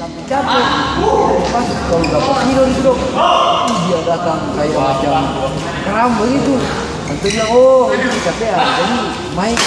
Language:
Ambonese Malay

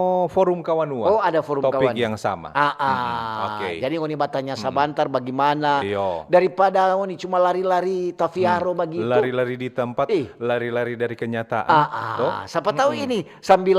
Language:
Manado Malay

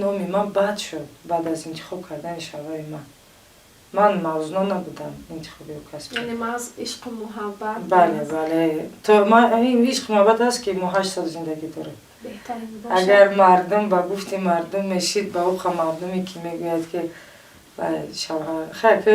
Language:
Tajik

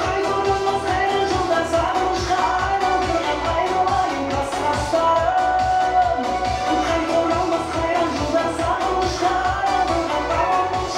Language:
Kara-Kalpak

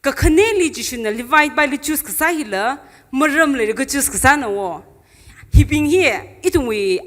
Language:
Tangkhul Naga (India)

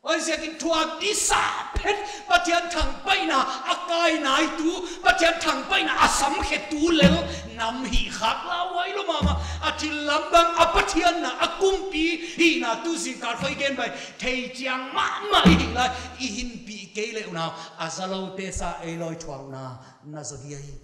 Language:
Paite Chin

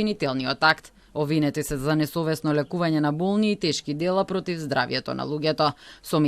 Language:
Macedonian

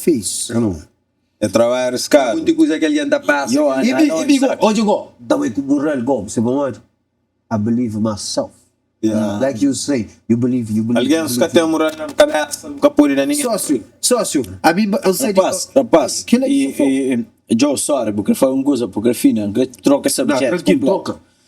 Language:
Kabuverdianu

